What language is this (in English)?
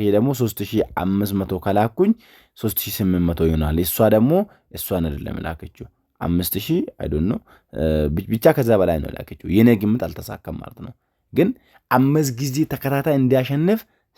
Amharic